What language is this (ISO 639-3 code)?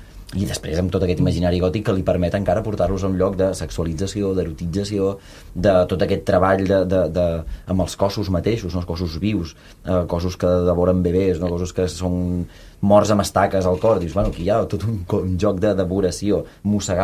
cat